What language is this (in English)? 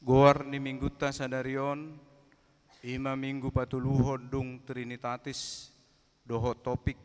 Batak Toba